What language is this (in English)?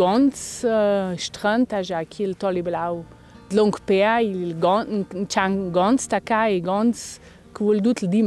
Ladin